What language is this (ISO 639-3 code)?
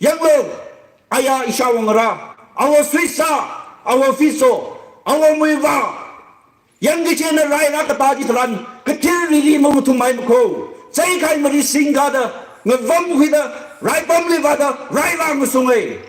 nmf